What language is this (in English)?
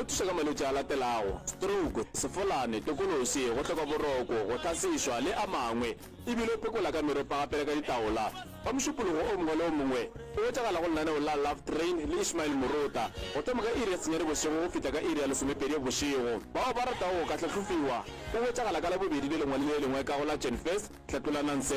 Northern Sotho